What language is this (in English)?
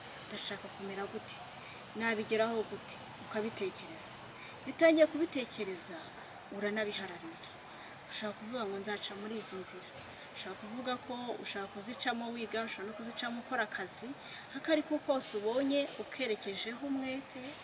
Kinyarwanda